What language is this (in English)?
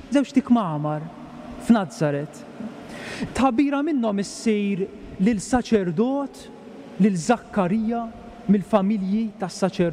Maltese